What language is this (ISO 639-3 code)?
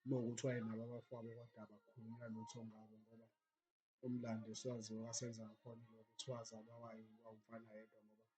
zul